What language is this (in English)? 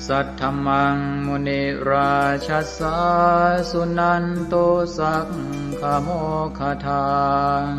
Pali